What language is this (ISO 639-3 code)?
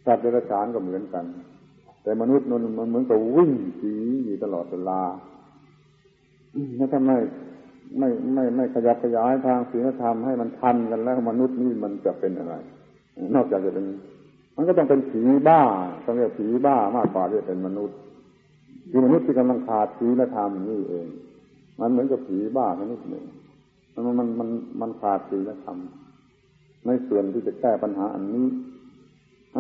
tha